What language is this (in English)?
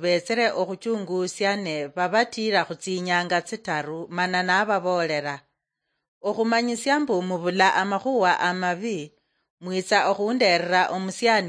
Luyia